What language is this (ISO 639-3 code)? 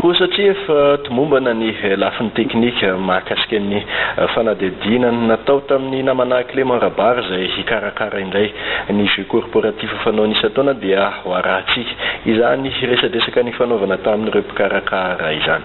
mlg